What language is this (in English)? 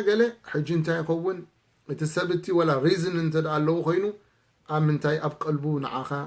Tigrinya